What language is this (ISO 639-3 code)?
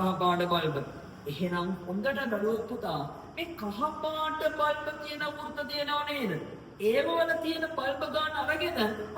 sin